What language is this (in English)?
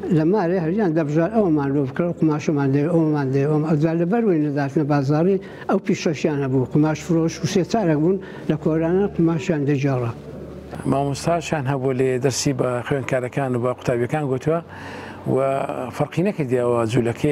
Central Kurdish